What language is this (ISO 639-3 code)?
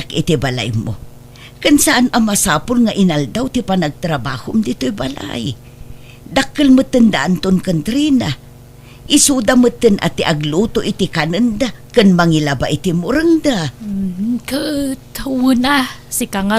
ilo